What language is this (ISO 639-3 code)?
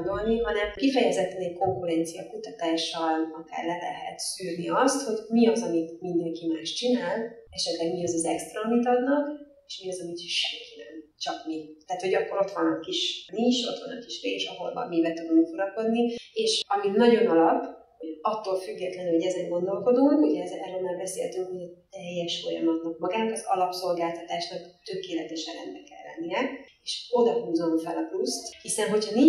hun